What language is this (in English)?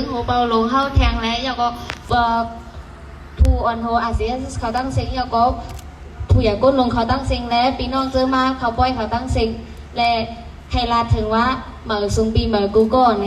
Shan